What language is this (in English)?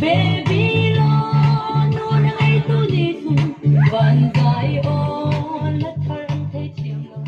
Hakha Chin